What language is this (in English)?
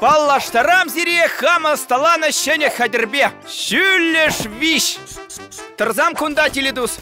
Chuvash